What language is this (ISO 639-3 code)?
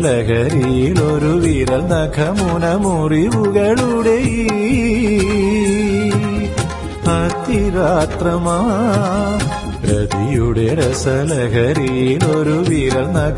mal